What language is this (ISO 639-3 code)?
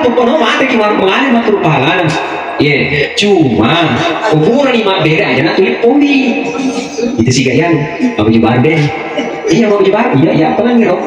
bug